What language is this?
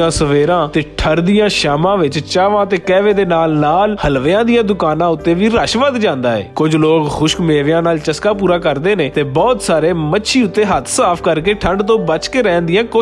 Western Panjabi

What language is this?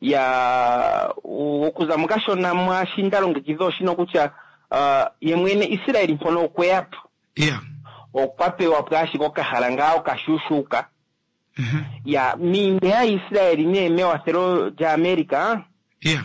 Kuanyama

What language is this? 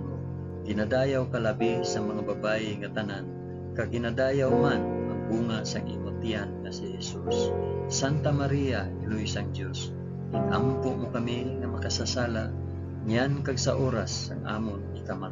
Hiligaynon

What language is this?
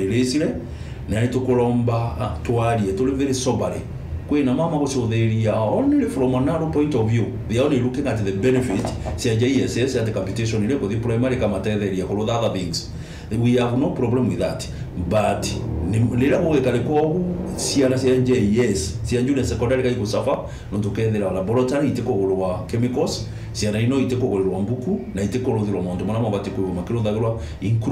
Meru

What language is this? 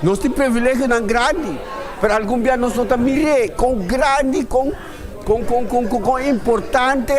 Papiamento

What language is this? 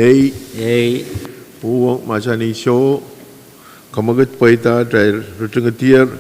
Pohnpeian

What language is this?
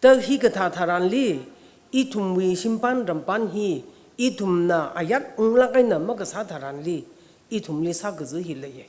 Tangkhul Naga (India)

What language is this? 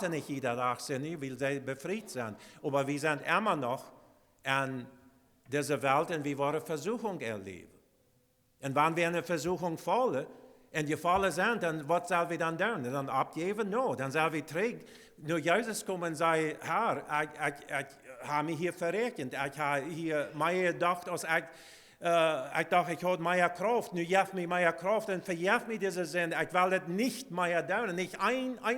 Plautdietsch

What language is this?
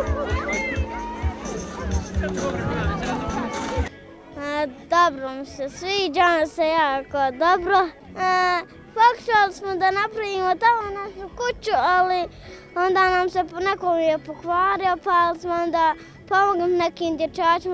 Bosnian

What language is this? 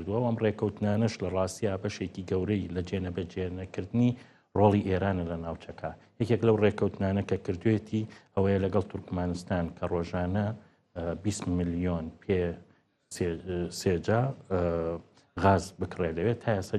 Central Kurdish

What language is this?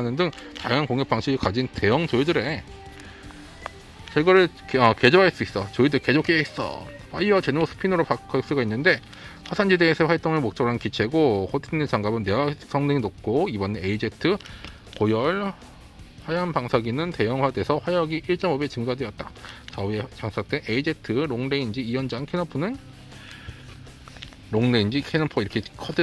Korean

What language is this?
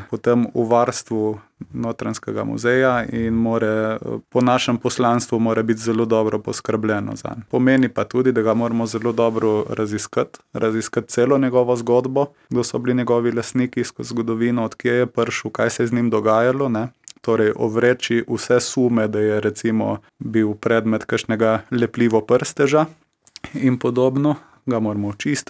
Slovenian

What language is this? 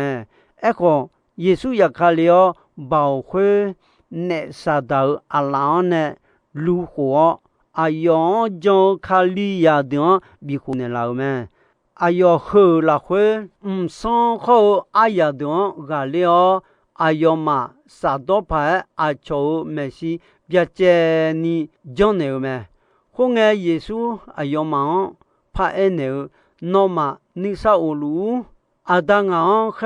Akha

